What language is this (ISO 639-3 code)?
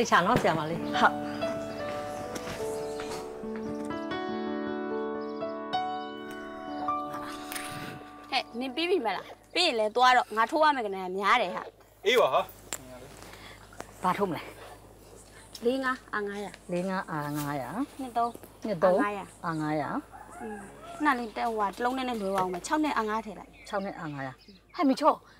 mya